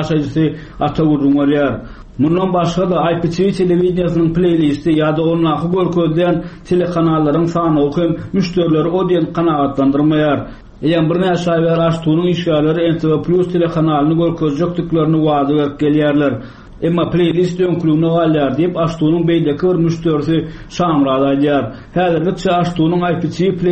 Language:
Turkmen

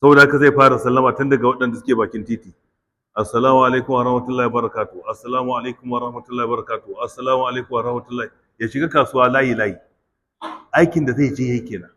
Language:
Hausa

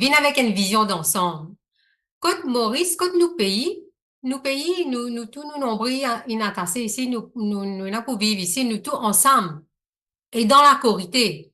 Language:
Morisyen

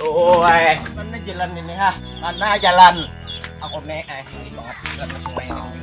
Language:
Banjar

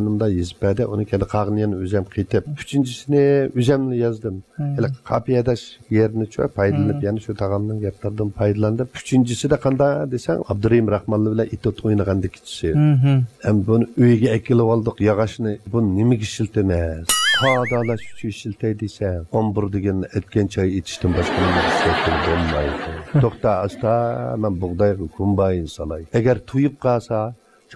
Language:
Uyghur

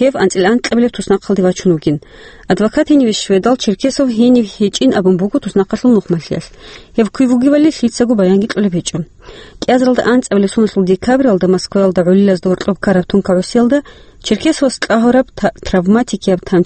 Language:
Avaric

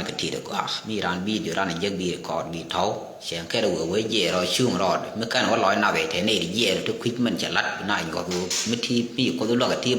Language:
Nuer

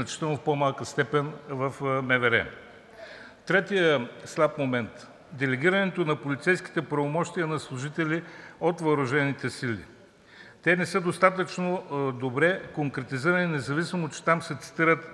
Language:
Bulgarian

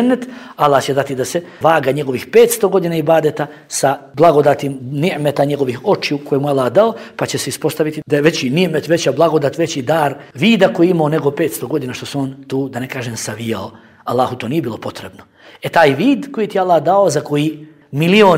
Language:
Bosnian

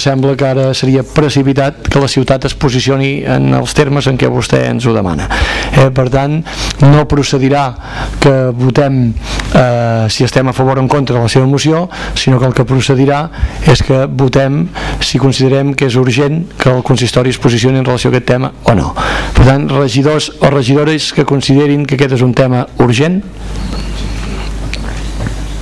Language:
Catalan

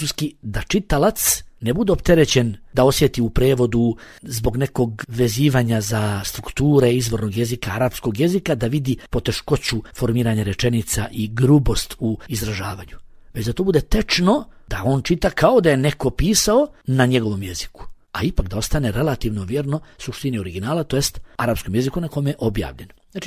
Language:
Bosnian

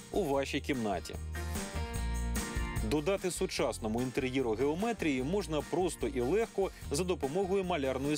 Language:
Ukrainian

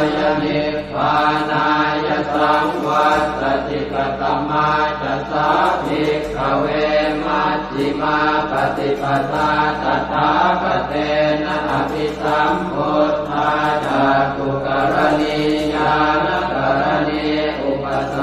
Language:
Pali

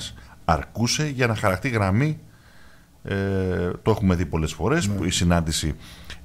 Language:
Greek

